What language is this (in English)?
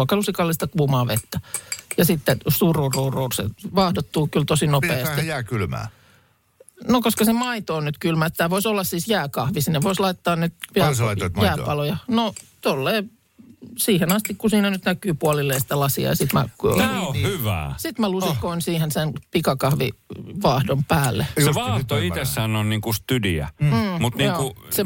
Finnish